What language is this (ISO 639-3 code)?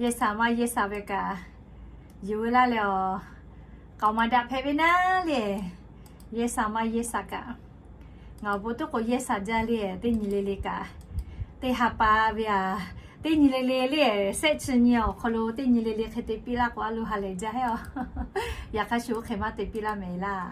lhu